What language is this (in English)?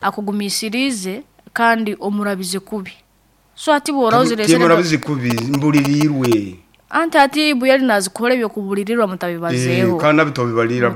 Nyankole